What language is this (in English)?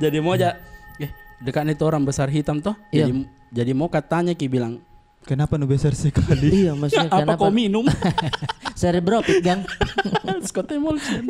Makassar Malay